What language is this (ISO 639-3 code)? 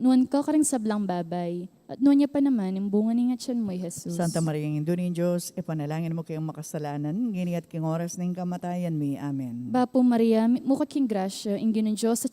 pam